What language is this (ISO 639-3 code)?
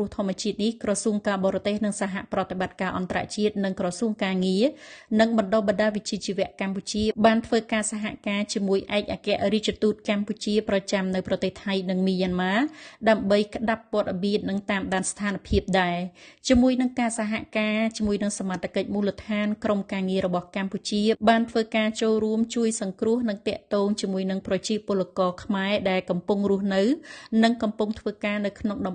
khm